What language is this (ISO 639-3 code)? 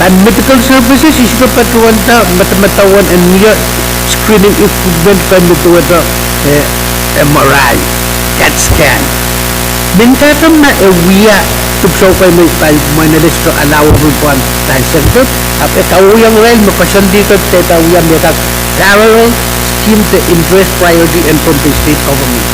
pon